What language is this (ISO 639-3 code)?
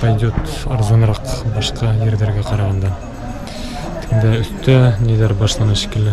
bak